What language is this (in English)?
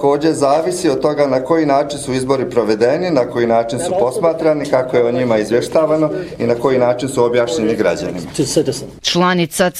Bosnian